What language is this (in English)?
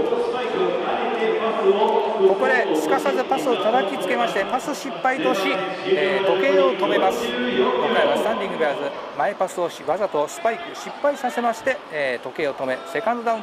Japanese